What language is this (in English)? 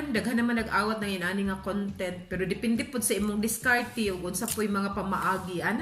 Cebuano